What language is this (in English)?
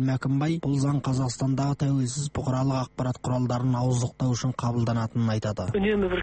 Kazakh